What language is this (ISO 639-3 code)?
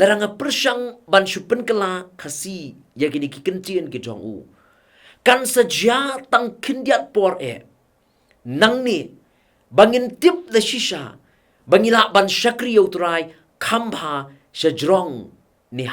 kha